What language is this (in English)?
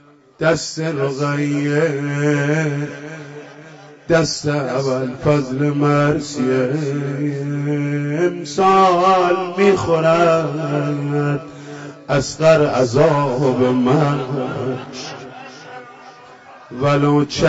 Persian